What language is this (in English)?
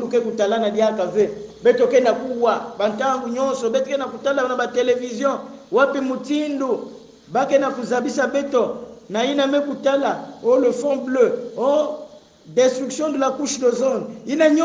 Kongo